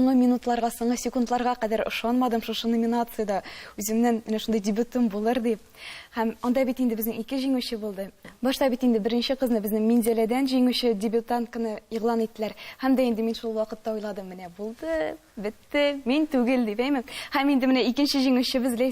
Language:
Tatar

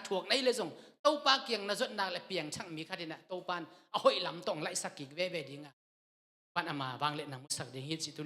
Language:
Tedim Chin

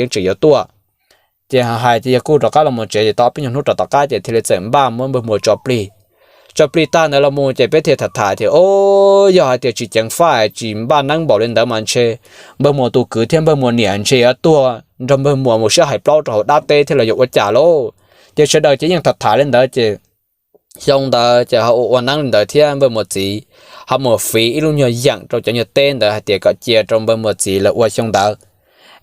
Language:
Hmong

